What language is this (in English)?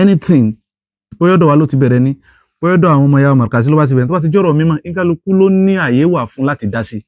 Yoruba